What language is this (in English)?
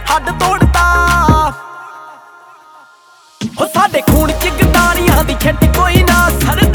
Punjabi